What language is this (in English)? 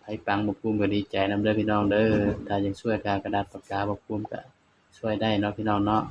Northeastern Thai